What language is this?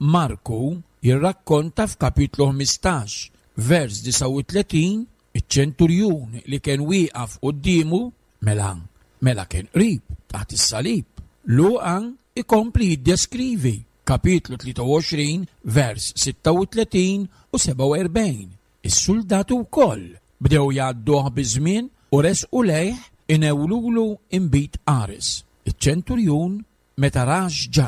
Maltese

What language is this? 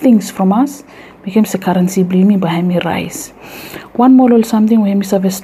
Bislama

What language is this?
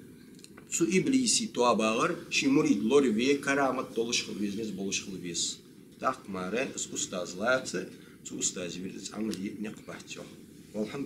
Ingush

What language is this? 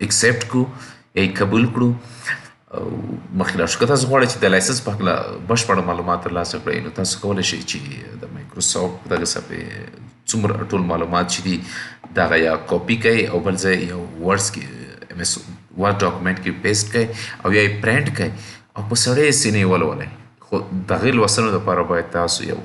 Pashto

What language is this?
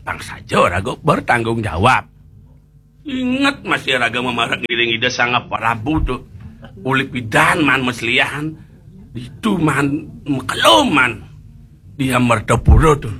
Balinese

